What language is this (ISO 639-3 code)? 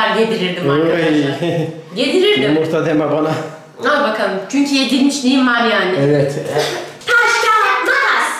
tur